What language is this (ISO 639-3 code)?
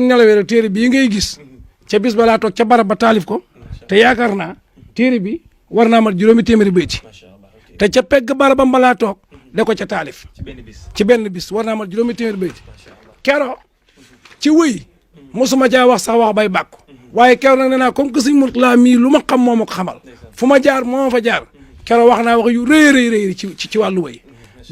wol